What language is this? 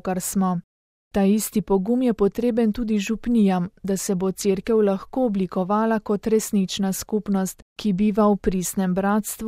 Slovenian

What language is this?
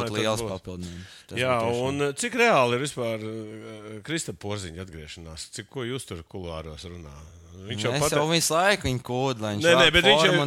Latvian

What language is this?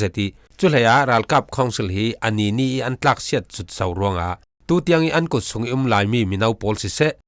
Falam Chin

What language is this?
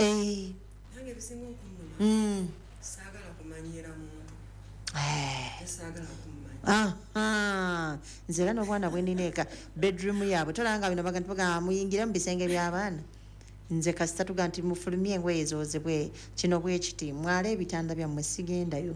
Ganda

